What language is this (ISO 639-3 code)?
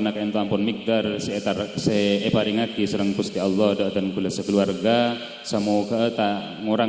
mad